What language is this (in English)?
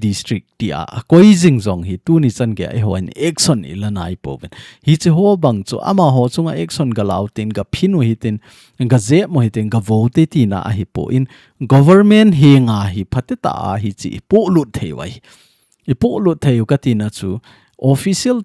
Thado Chin